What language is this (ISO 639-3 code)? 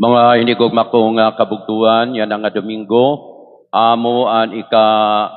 war